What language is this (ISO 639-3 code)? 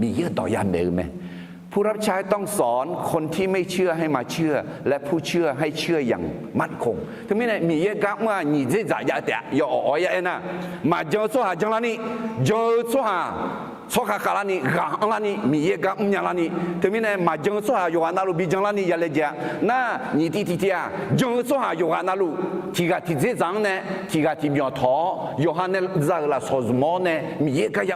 ahk